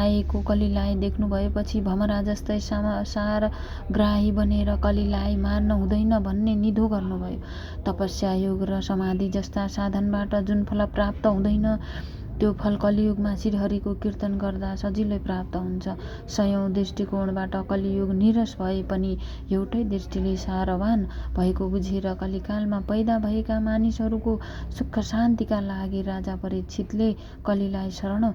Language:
Nepali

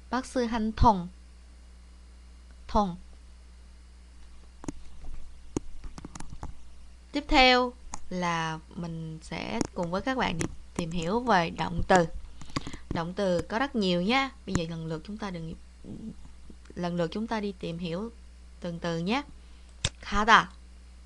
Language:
Vietnamese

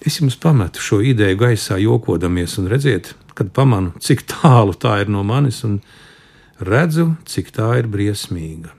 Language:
Latvian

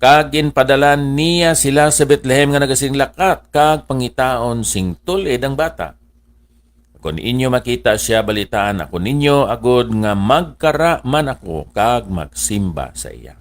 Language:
Hiligaynon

